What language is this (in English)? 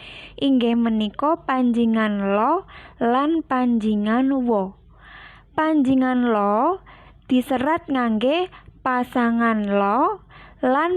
Javanese